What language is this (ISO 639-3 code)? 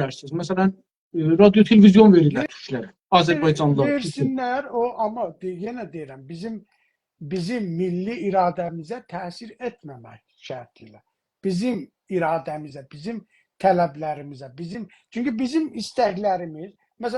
azb